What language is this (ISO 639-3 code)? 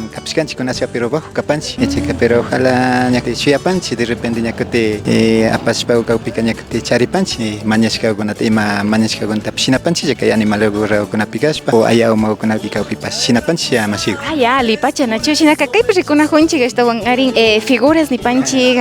qvi